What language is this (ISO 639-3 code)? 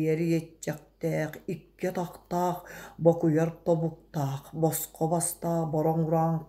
sah